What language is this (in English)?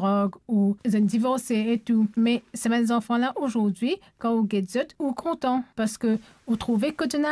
Morisyen